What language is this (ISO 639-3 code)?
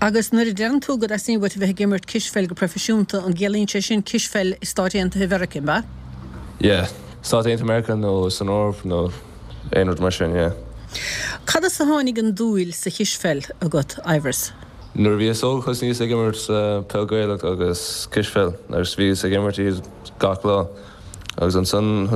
gle